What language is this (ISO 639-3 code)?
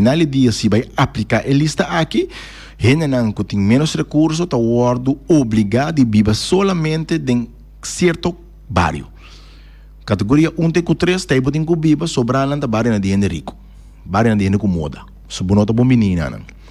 pap